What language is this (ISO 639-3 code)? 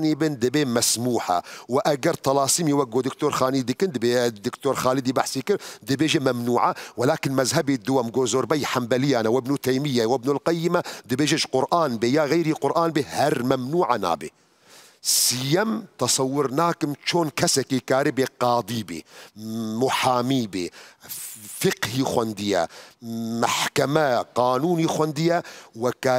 kur